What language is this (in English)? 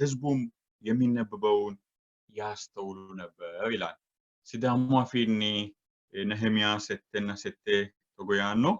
Sidamo